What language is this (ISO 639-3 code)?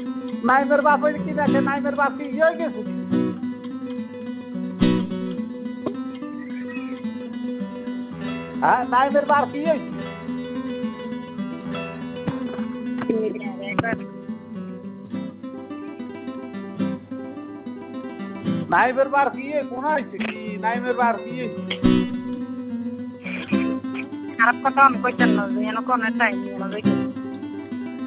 ben